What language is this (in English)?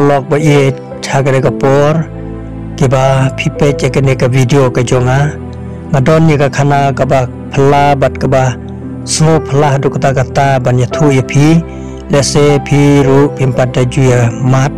Khasi